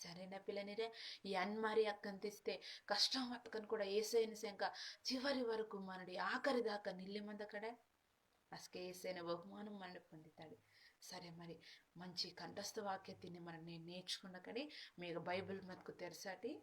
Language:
Koya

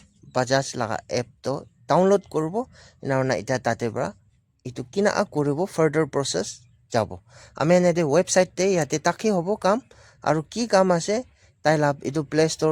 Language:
Naga Pidgin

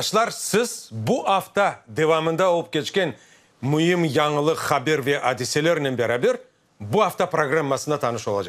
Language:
Crimean Tatar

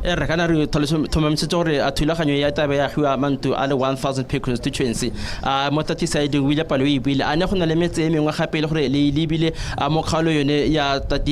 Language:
Tswana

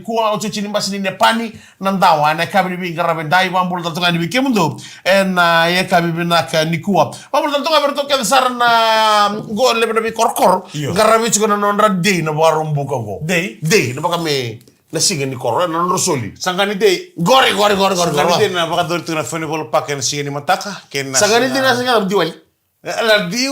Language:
Fijian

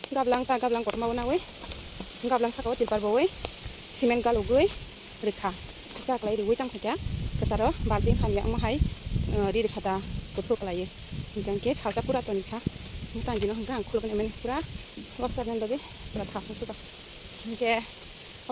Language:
Kok Borok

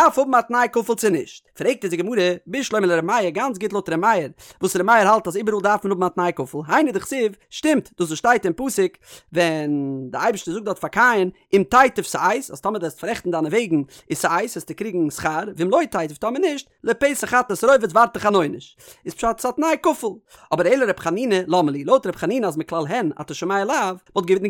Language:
Yiddish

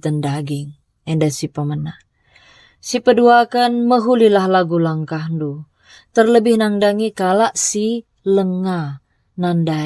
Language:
Batak Karo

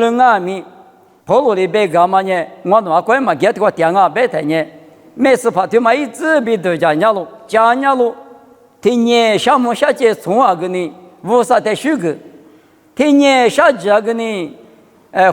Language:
Lisu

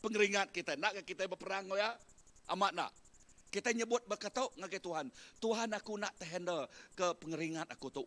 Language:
Iban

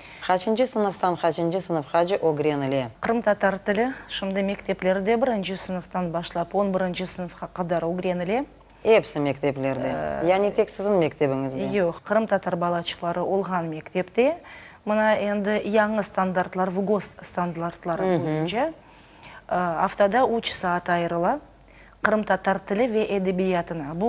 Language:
Crimean Tatar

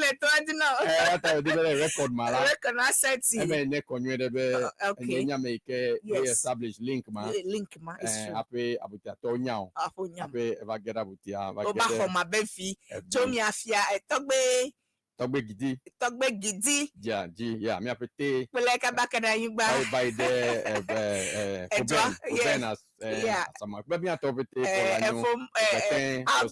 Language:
Ewe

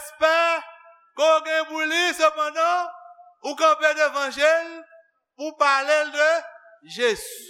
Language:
Haitian Creole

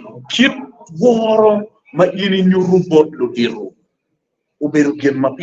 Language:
Acoli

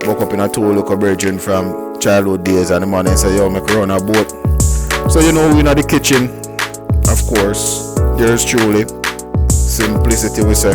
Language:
Jamaican Creole English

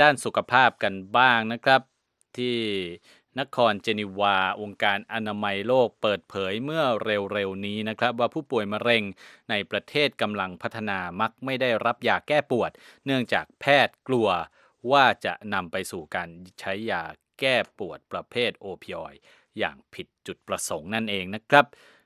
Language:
Thai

